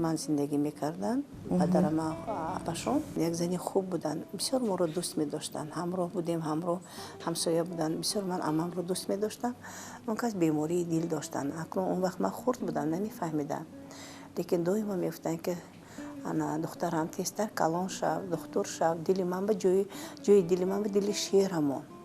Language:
Tajik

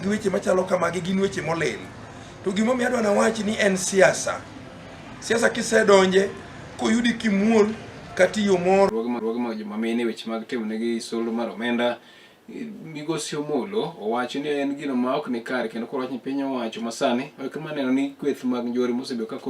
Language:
Luo (Kenya and Tanzania)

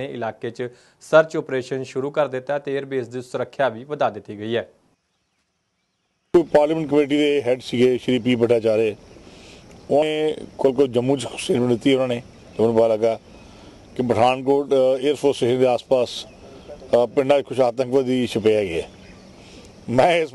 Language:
Punjabi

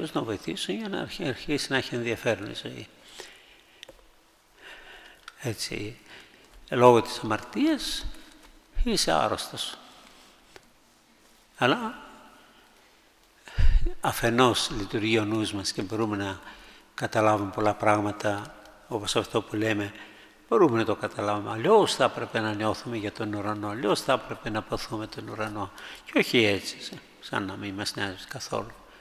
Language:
Greek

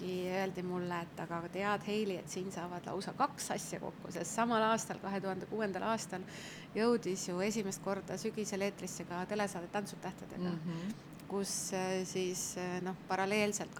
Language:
Estonian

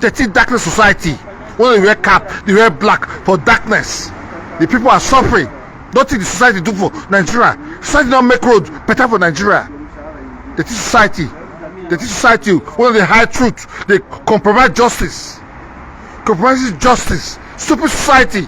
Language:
Nigerian Pidgin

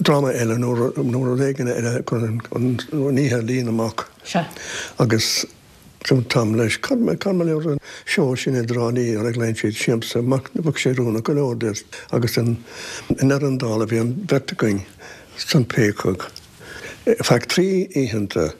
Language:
Irish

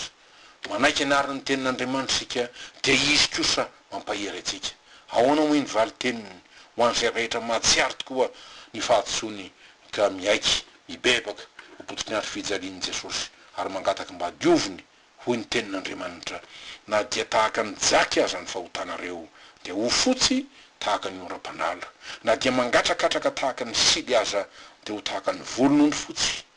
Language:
Malagasy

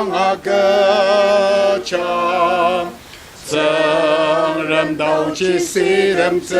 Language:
Ao Naga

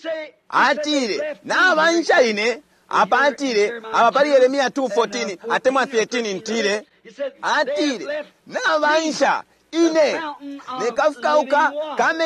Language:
Bemba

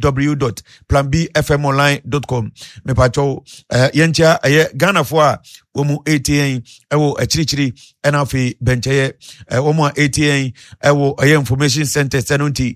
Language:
Akan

